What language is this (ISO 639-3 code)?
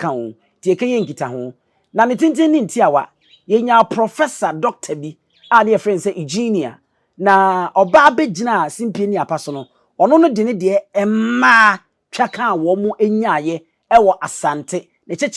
aka